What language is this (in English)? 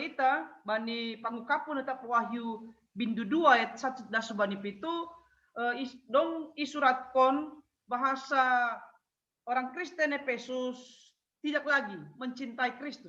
Batak Simalungun